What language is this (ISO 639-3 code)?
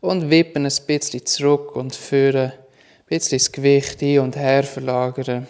gsw